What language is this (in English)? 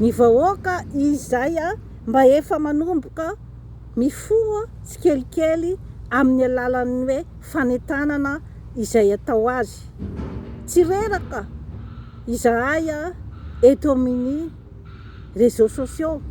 Malagasy